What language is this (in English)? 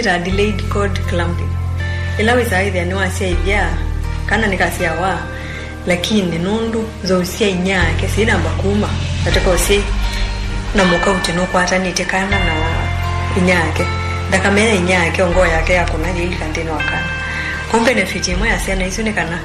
Kamba